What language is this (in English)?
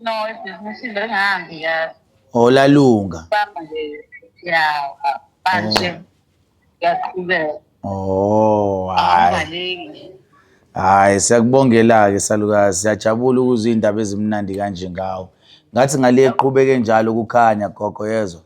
Zulu